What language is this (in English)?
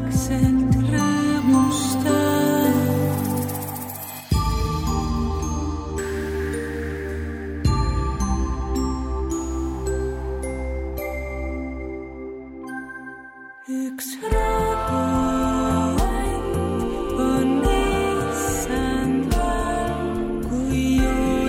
Estonian